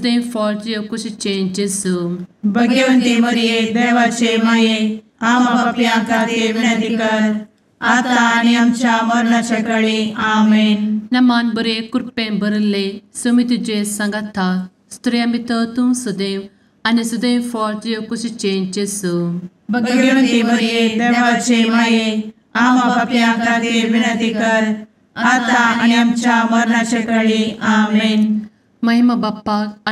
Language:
Konkani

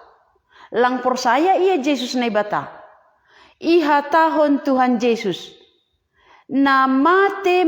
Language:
Batak Simalungun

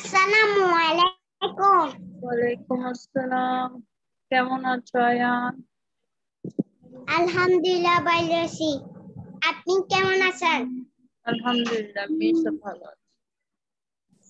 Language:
Bangla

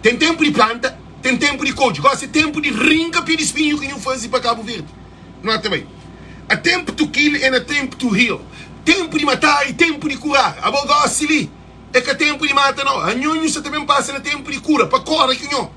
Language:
Kabuverdianu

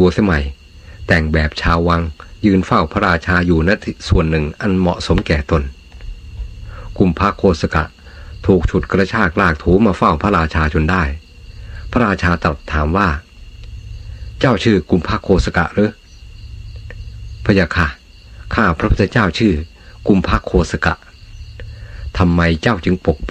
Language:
Thai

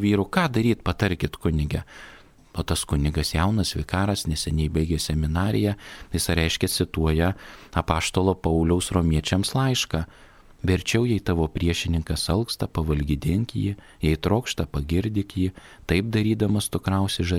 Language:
Lithuanian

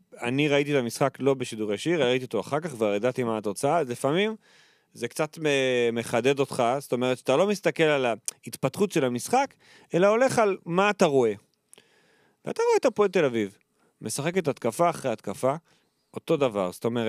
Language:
Hebrew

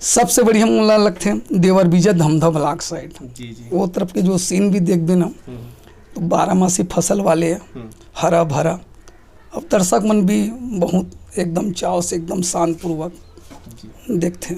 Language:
Chhattisgarhi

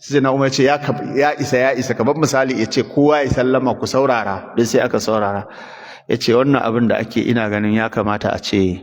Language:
Hausa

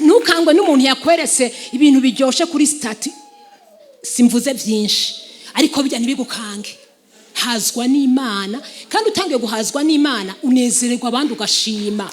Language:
Rundi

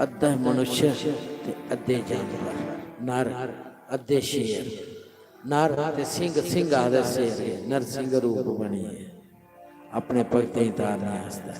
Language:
Dogri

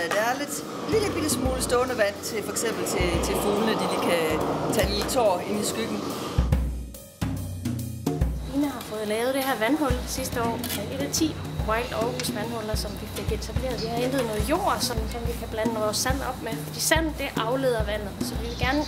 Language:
Danish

